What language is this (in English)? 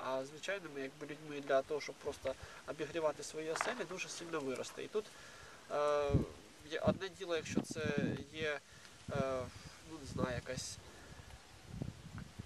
Ukrainian